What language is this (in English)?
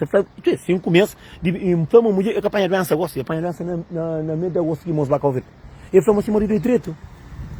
Kabuverdianu